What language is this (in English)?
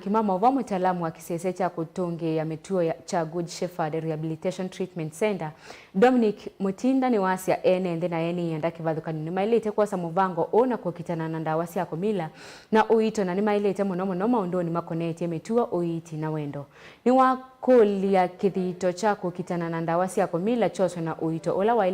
Kamba